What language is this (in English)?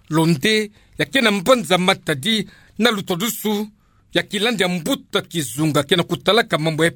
Kituba (Democratic Republic of Congo)